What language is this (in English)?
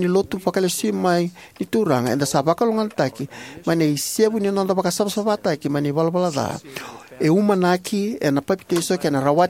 Fijian